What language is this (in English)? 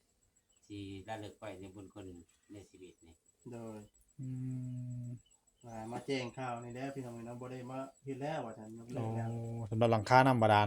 Northeastern Thai